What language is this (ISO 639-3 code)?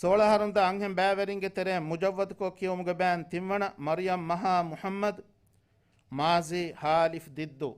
div